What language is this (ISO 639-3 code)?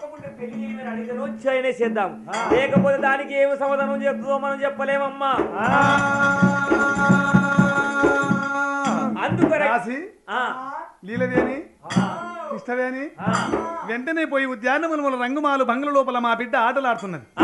tel